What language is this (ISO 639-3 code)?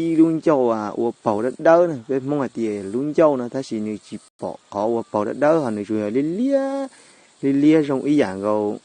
hmn